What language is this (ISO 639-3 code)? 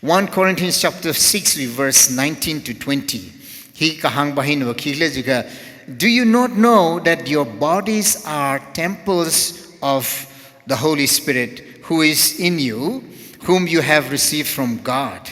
nmf